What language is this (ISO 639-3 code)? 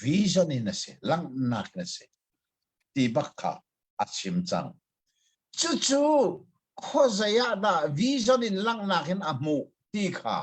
cnh